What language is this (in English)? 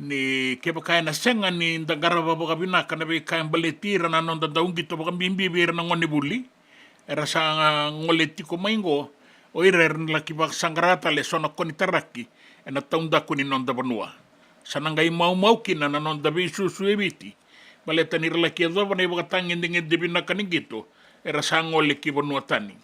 Fijian